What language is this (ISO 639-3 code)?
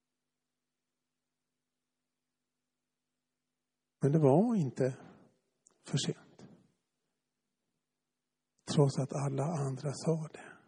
swe